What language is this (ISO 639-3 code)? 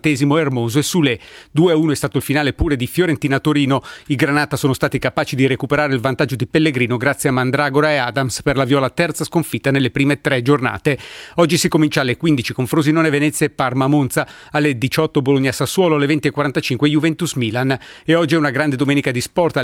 ita